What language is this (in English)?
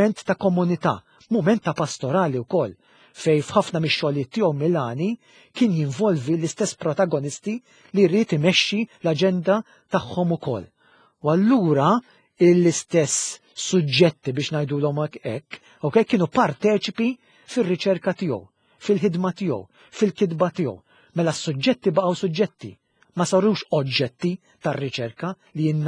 Maltese